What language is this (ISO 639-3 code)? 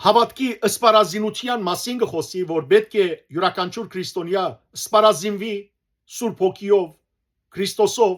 hyw